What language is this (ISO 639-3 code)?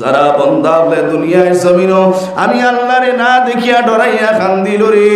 syl